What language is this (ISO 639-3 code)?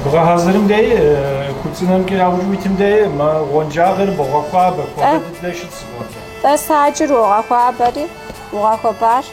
kbd